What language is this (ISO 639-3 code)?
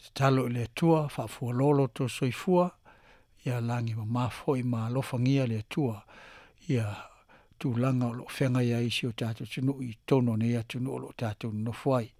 smo